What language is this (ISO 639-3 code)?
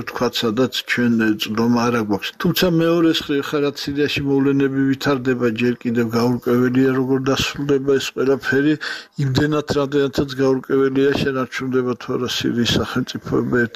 kat